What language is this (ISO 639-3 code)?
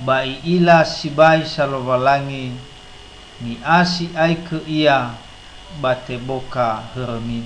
nia